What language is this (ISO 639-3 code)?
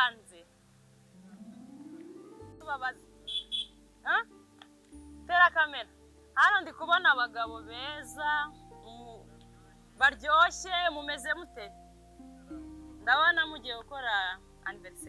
kin